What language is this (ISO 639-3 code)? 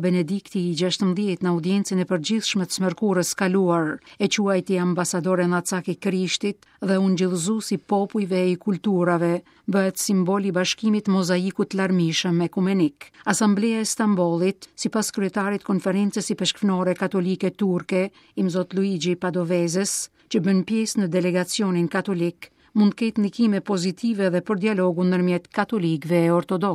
sqi